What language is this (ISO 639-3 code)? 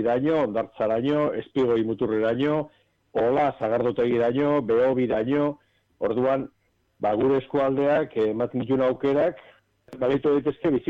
eus